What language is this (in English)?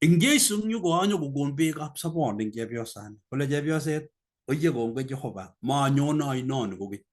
Kalenjin